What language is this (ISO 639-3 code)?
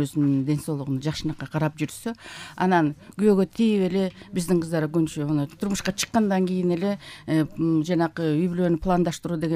kir